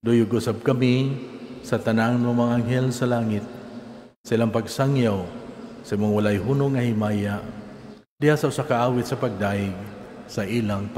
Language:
Cebuano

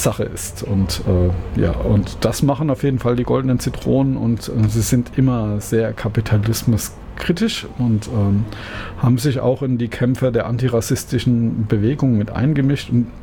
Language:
German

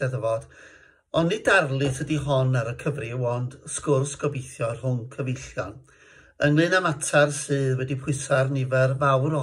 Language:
Welsh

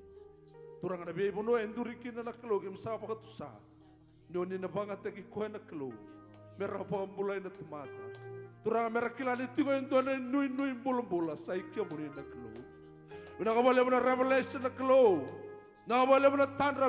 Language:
Fijian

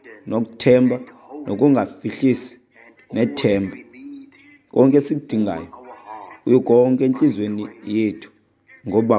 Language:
Xhosa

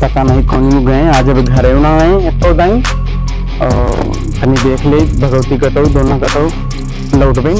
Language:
Awadhi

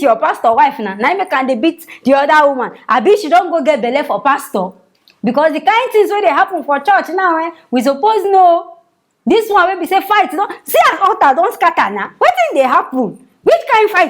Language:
Nigerian Pidgin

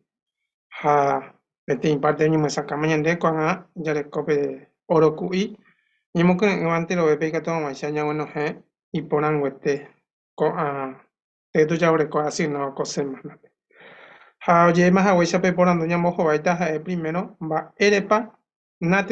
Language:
Guarani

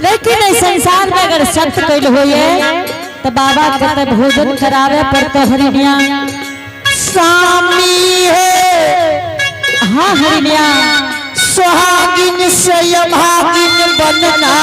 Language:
Angika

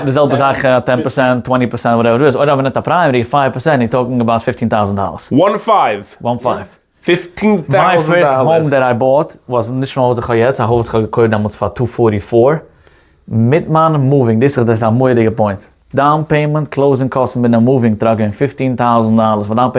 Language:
Yiddish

